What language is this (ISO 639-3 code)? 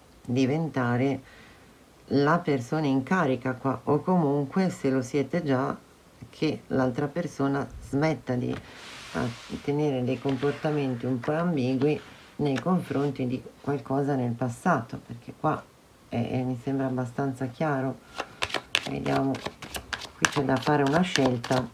ita